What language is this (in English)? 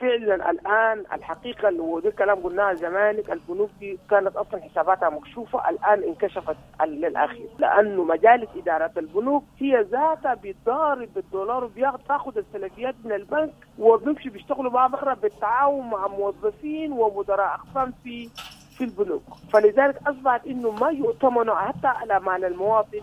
Sudanese Arabic